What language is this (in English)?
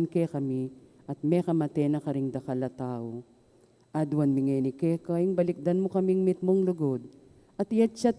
Pampanga